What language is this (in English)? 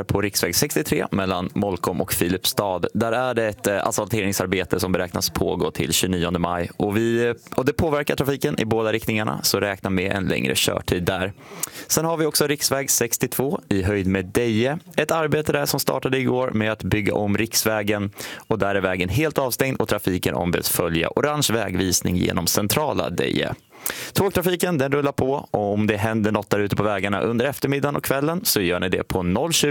Swedish